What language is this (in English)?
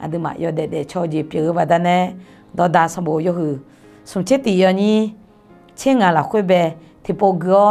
Akha